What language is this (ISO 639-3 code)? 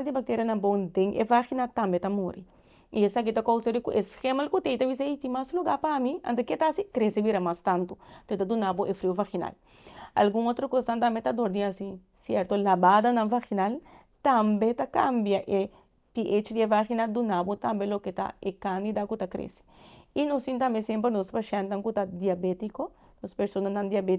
pap